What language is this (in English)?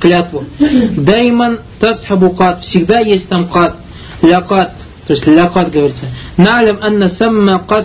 Russian